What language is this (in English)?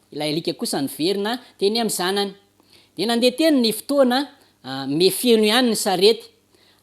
Malagasy